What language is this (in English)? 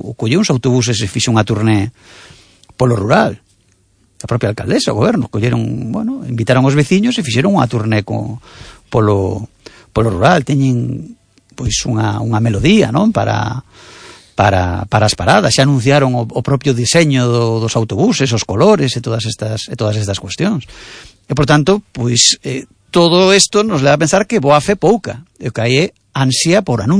Galician